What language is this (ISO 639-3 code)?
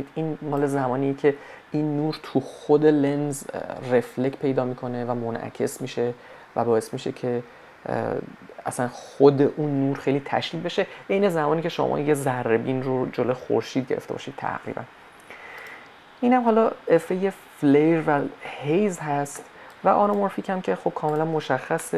fas